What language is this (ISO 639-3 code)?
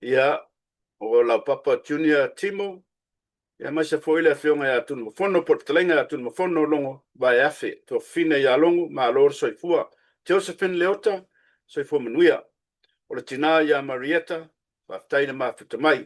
smo